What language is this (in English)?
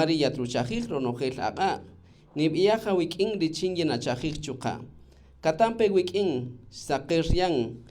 Kaqchikel